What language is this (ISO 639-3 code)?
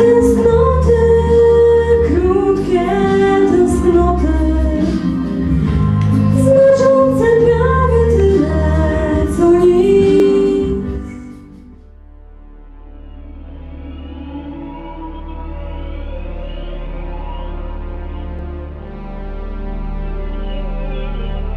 pol